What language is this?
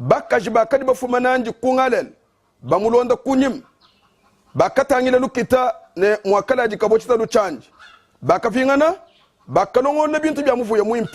Luba-Lulua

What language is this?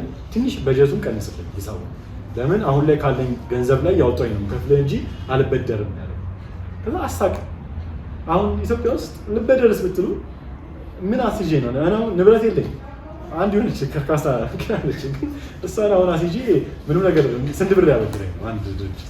Amharic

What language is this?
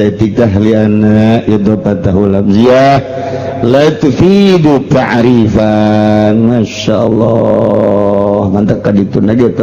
Sundanese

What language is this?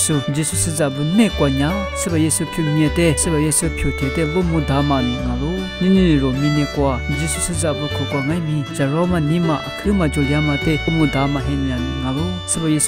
Lisu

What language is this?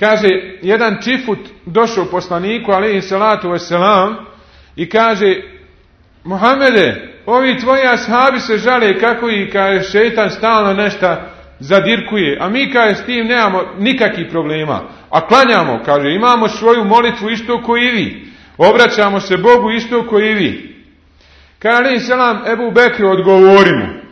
Bosnian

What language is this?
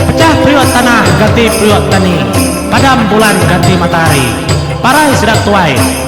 Iban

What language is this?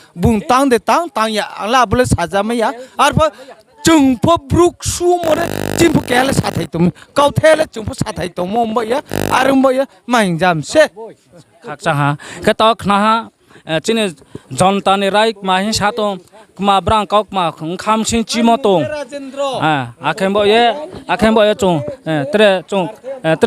Riang (India)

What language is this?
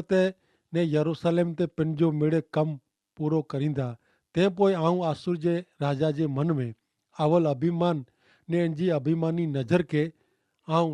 Kachhi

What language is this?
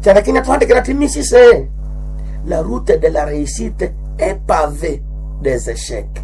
Nande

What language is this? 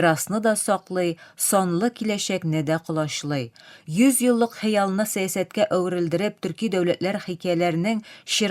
Tatar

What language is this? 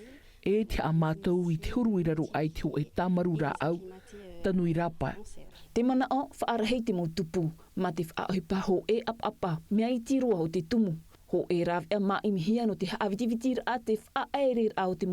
Tahitian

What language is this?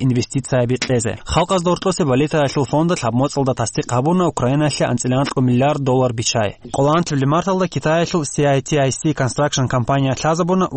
Avaric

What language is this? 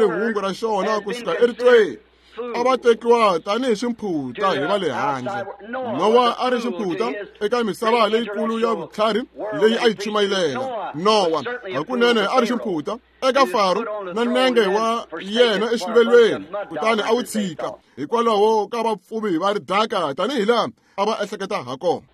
Tsonga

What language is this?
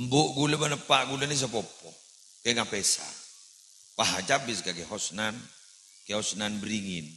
Madurese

